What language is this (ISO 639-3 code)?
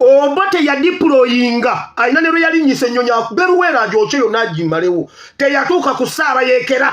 lug